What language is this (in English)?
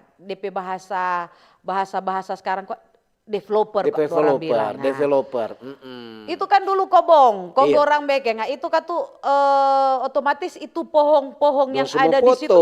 Manado Malay